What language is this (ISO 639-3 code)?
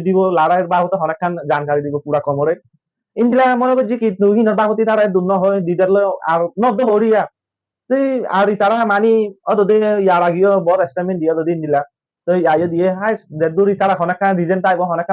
rhg